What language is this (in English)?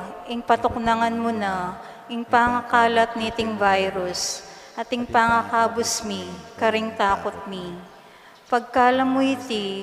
Pampanga